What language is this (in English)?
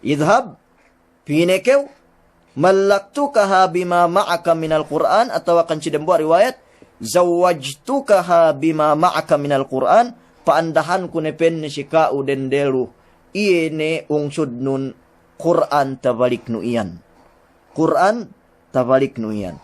Yakan